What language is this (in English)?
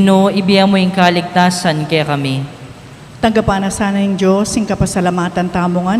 Pampanga